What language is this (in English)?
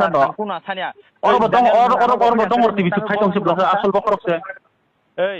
Kok Borok